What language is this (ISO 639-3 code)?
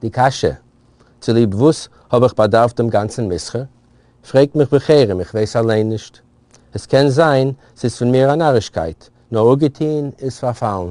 yid